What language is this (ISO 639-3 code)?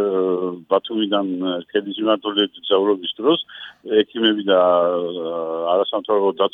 kat